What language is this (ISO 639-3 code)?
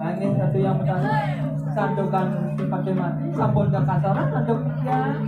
ban